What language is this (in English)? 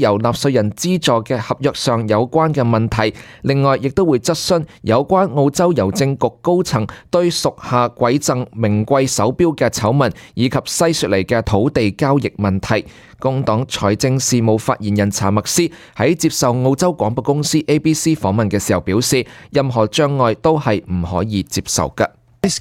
Cantonese